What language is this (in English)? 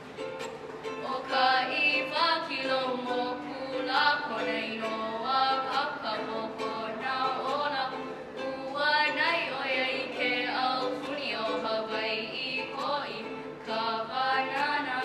Hawaiian